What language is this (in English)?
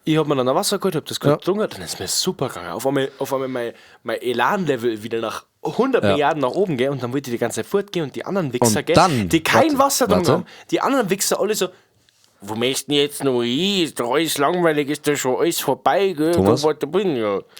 Bavarian